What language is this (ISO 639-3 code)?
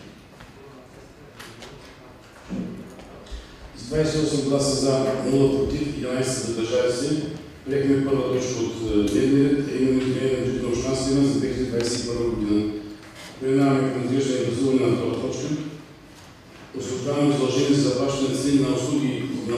bul